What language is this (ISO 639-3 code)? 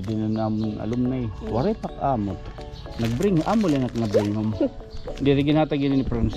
war